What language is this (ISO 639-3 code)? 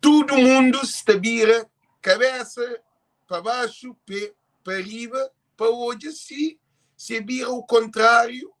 kea